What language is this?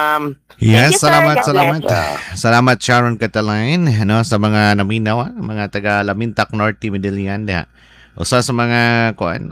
Cebuano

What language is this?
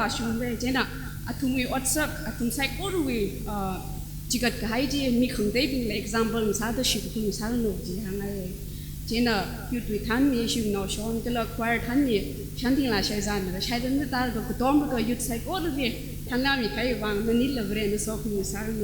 Tangkhul Naga (India)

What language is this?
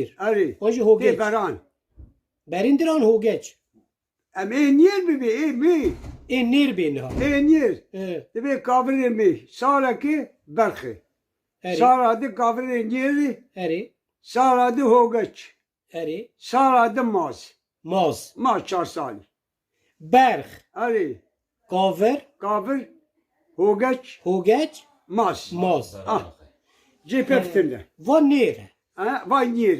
Kurdish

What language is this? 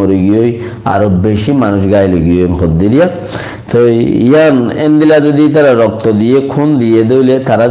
Rohingya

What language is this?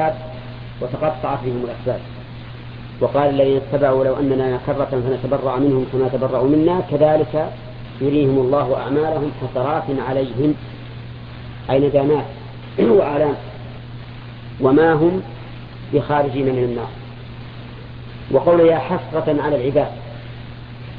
Arabic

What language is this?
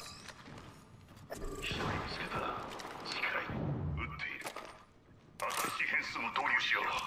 Japanese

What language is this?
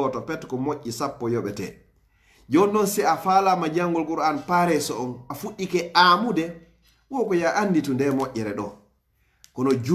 Pular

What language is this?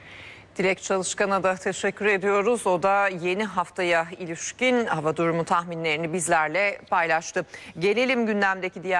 Turkish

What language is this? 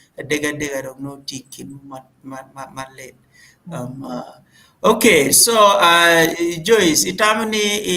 Acoli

